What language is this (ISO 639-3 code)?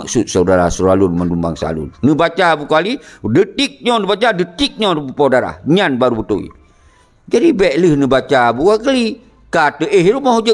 ace